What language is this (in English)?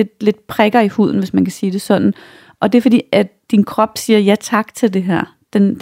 Danish